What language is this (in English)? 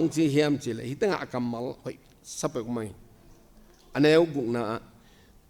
Tedim Chin